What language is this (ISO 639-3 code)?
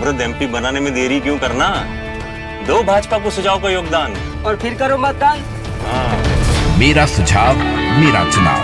hin